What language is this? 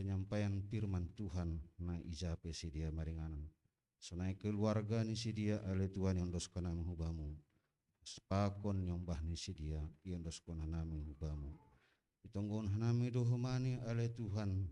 Batak Simalungun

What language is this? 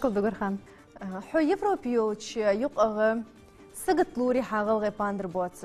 Ingush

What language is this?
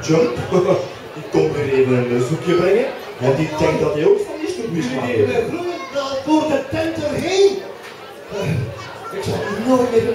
Dutch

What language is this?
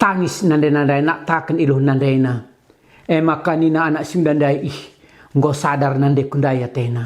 Batak Karo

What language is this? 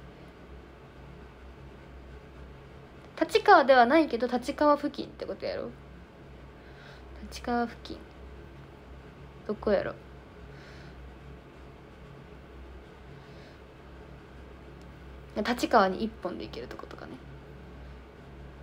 Japanese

